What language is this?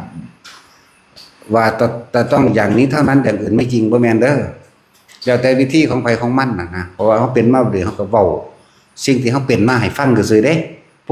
Northeastern Thai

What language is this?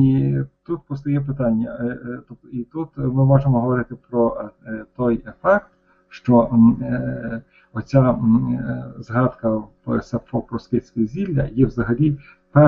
Ukrainian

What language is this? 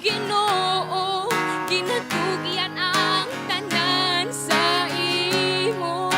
Hiligaynon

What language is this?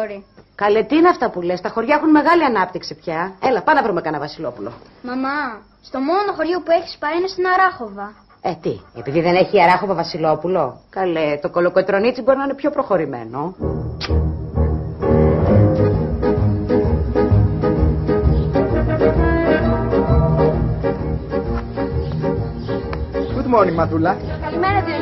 Greek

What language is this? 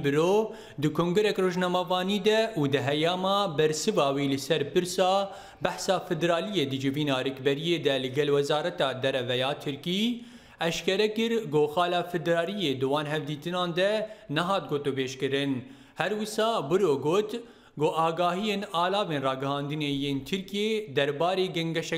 Kurdish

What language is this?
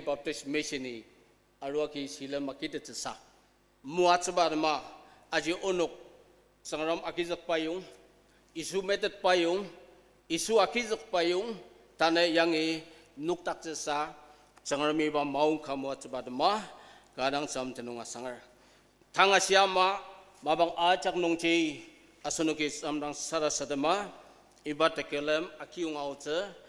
Ao Naga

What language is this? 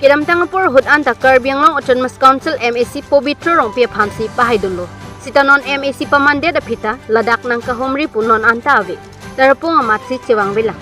Karbi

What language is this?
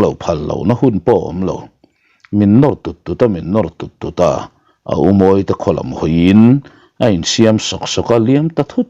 Mizo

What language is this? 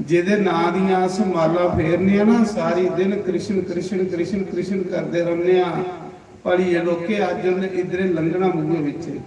Dogri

